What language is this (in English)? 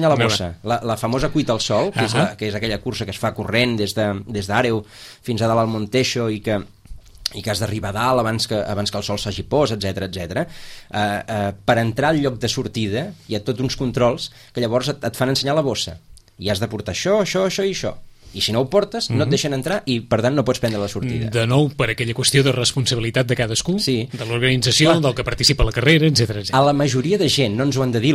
Catalan